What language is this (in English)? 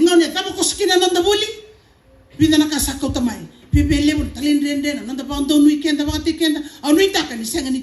Fijian